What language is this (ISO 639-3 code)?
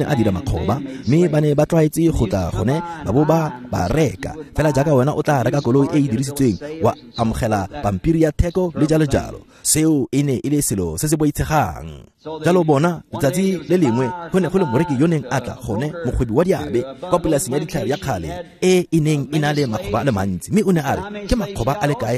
tsn